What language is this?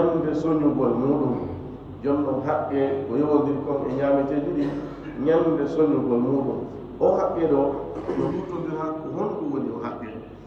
Fula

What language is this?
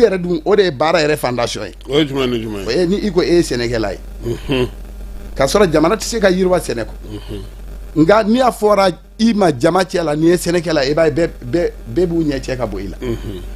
Bambara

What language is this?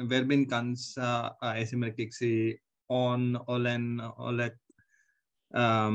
Finnish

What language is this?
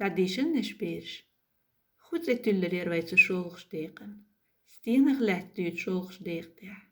Chechen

